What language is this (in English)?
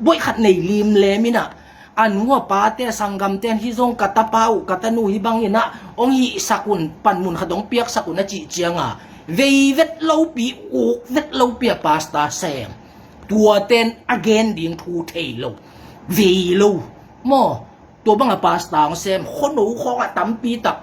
Tedim Chin